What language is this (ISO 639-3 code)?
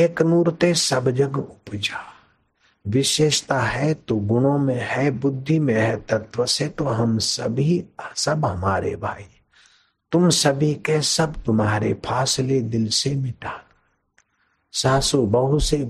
hin